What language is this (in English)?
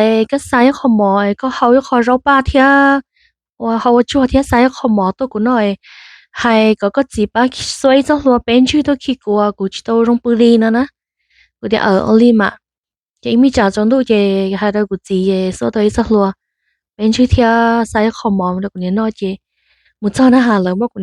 Hmong